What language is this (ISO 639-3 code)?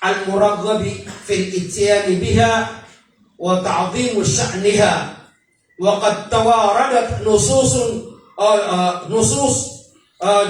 mrw